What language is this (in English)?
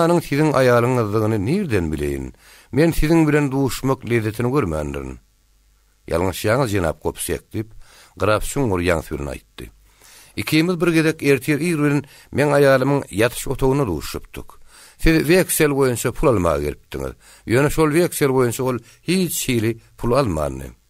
Turkmen